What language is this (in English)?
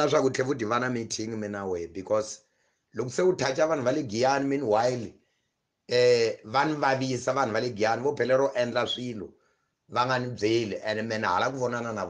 Tsonga